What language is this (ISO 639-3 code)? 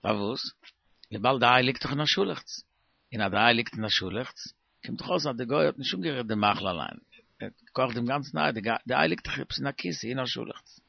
yid